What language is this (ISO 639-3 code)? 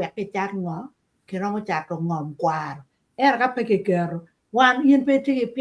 ach